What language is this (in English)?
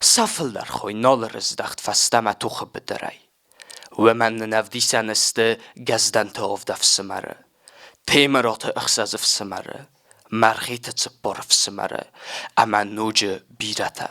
Ossetic